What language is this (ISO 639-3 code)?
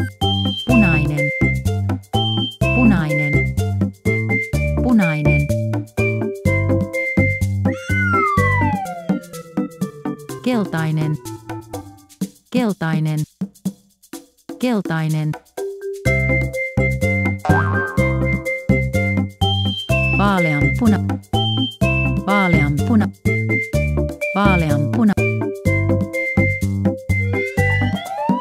fin